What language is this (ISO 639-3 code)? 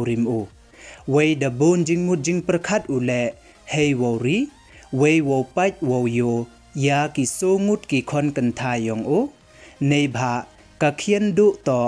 pbv